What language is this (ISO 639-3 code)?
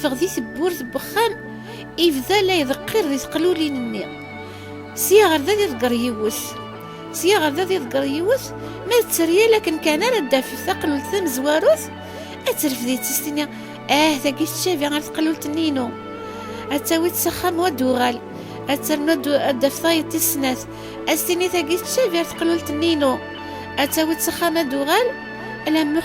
kab